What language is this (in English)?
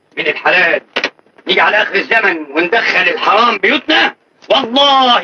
Egyptian Arabic